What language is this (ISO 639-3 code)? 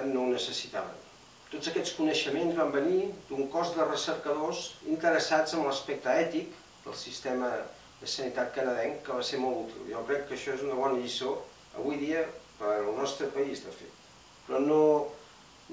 cat